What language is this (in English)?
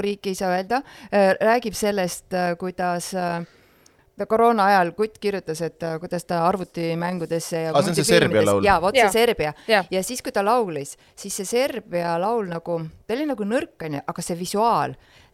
Estonian